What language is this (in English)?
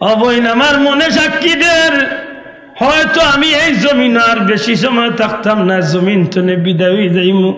Sylheti